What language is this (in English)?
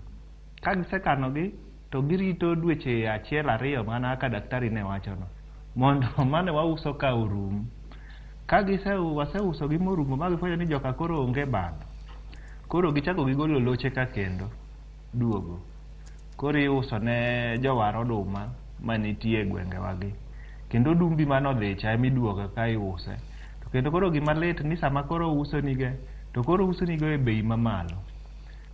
Luo (Kenya and Tanzania)